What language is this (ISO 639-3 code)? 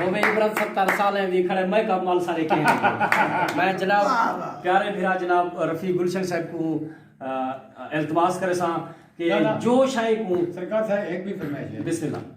skr